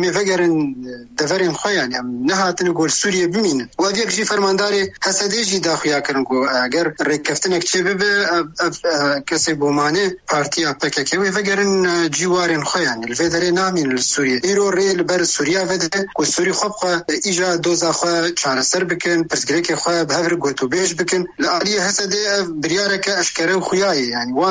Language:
Kurdish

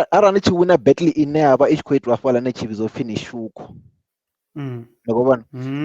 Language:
Venda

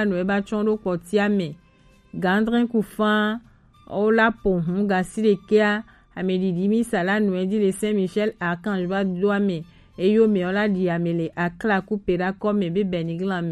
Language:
Gen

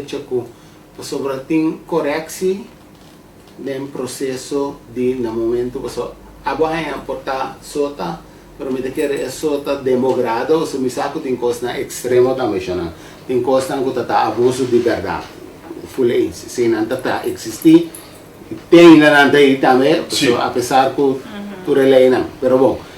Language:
Papiamento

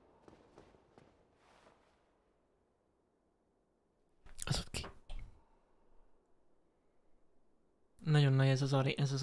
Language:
Hungarian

